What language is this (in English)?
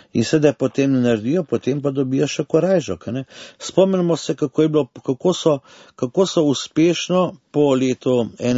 Slovenian